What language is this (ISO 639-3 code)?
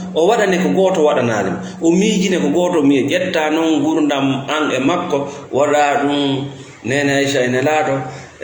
ful